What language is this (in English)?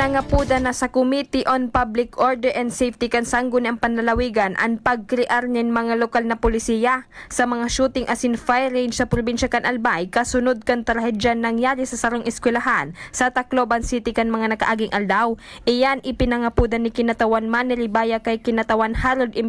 Bikol